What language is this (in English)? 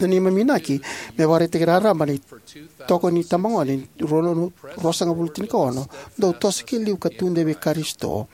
Fijian